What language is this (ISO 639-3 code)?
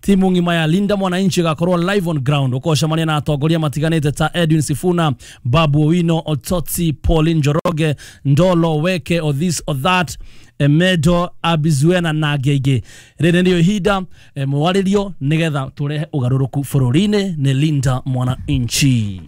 kik